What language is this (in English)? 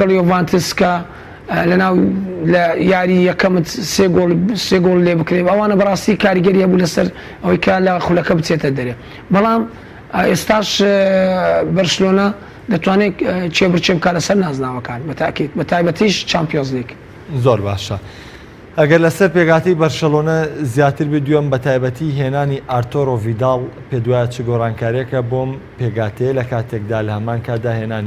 Central Kurdish